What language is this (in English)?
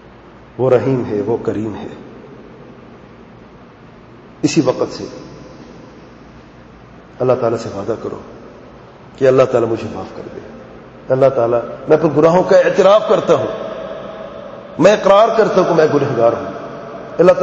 Urdu